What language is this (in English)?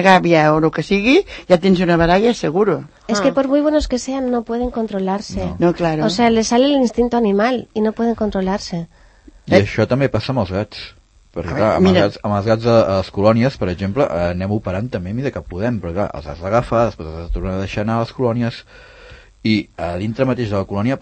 Catalan